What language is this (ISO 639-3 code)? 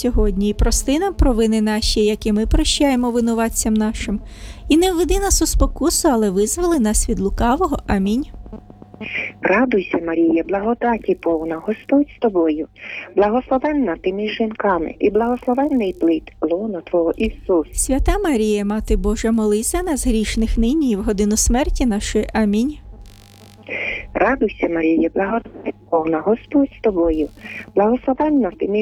ukr